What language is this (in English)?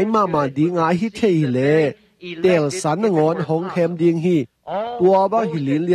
Tedim Chin